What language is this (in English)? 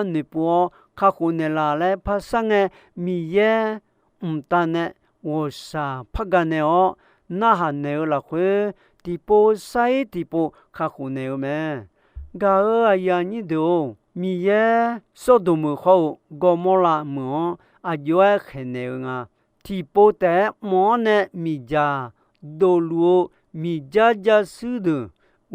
Akha